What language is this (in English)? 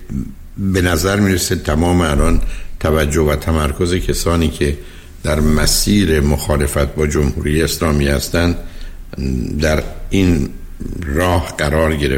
Persian